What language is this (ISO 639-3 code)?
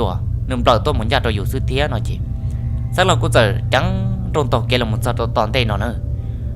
hmn